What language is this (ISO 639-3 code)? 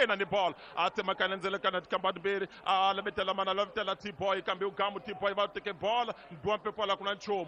tso